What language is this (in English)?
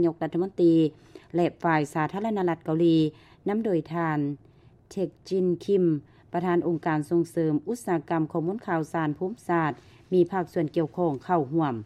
Lao